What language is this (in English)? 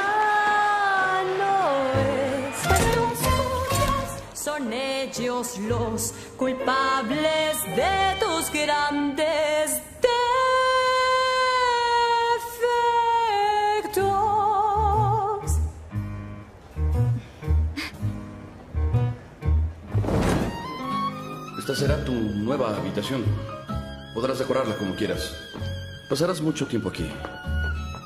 Spanish